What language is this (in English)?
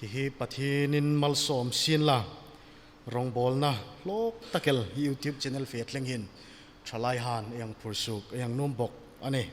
Hmar